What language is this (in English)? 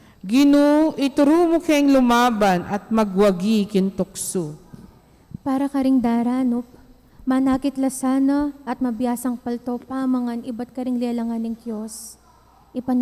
Pampanga